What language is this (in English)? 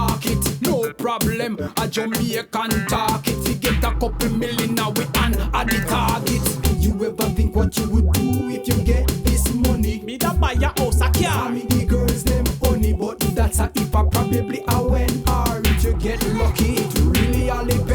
Jamaican Creole English